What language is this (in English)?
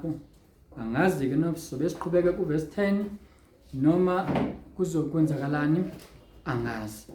Zulu